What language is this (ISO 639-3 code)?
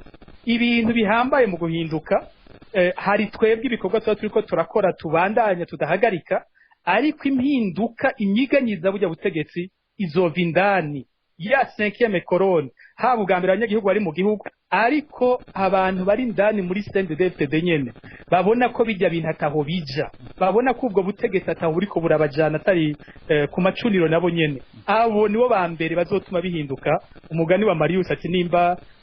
run